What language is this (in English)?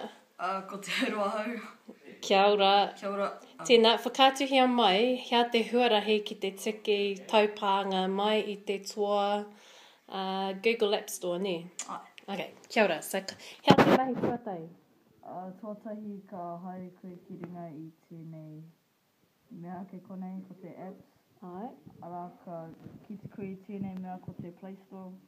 Māori